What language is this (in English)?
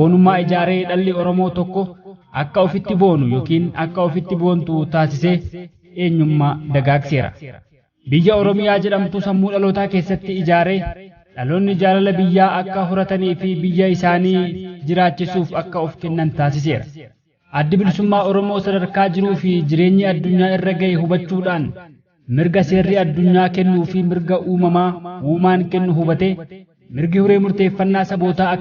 Oromo